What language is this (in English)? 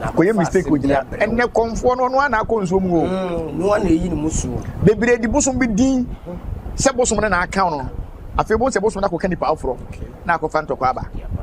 Akan